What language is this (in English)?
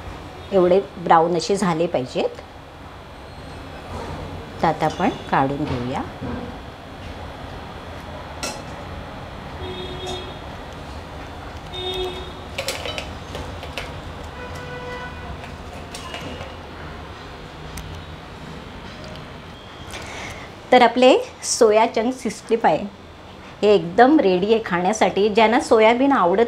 Marathi